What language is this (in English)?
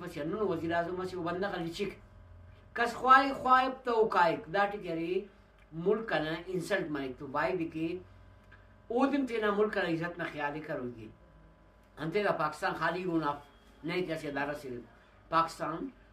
Brahui